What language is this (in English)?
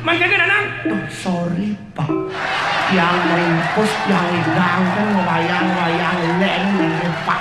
Balinese